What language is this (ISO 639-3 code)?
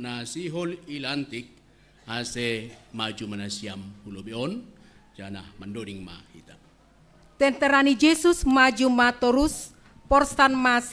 bts